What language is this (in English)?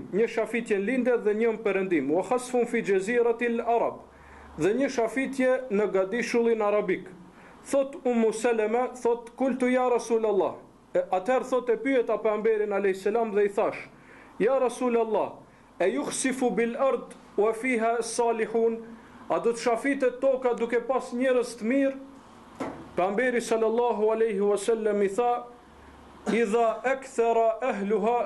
Albanian